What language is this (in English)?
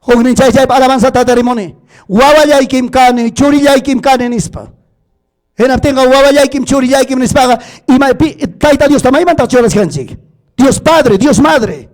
Ayacucho Quechua